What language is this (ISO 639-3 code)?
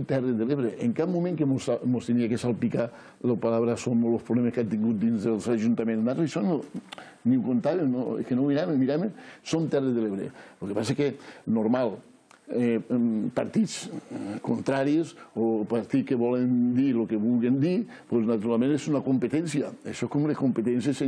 cat